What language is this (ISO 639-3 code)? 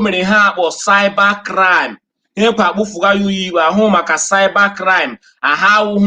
ibo